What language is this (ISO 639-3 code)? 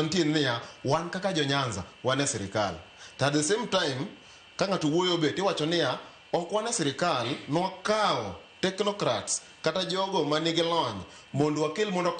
luo